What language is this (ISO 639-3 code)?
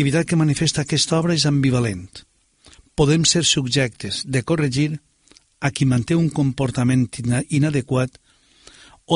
cat